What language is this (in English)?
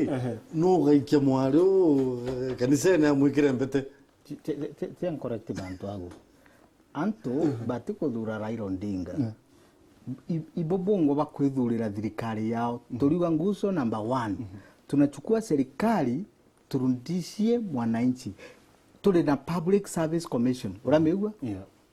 Meru